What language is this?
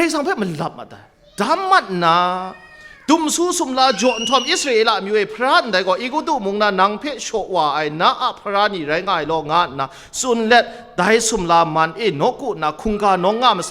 Kachin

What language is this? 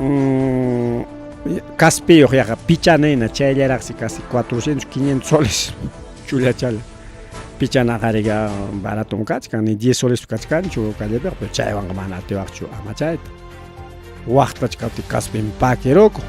Ayacucho Quechua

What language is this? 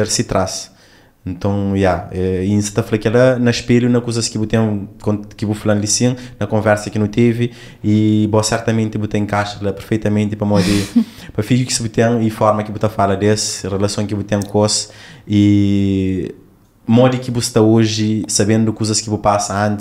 Kabuverdianu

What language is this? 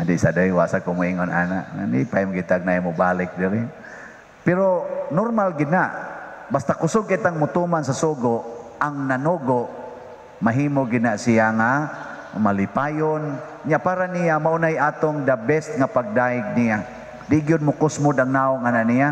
Cebuano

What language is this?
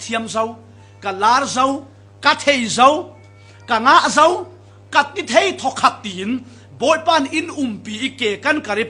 Falam Chin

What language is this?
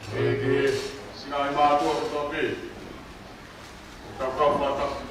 Tongan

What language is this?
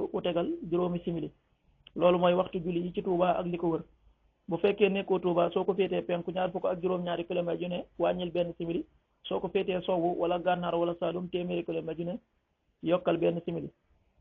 Wolof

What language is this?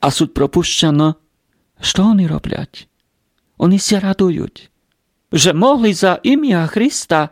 Rusyn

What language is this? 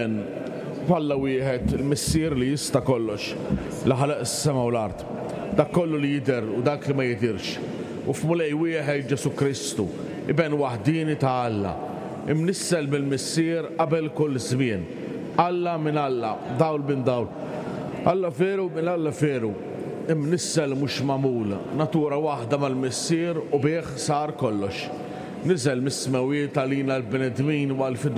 Maltese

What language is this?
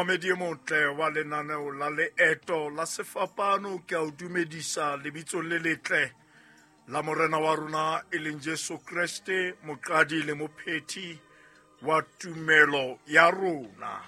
Southern Sotho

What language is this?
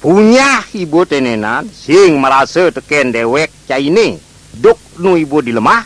Balinese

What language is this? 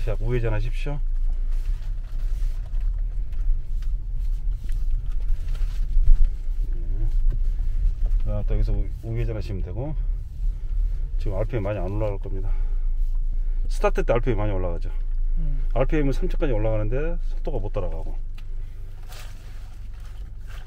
Korean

